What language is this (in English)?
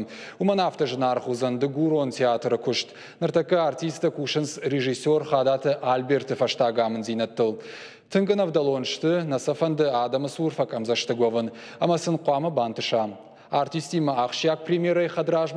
Ossetic